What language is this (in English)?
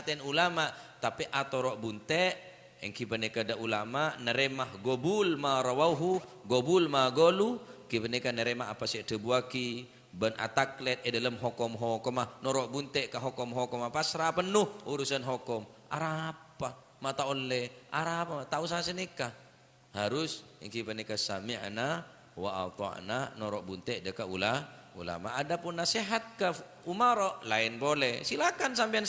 Madurese